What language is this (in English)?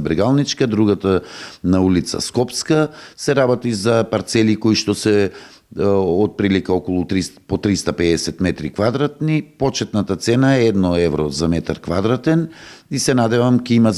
Macedonian